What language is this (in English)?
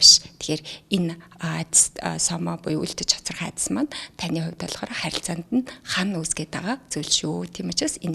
Mongolian